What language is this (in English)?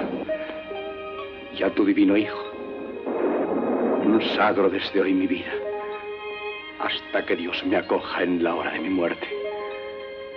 Spanish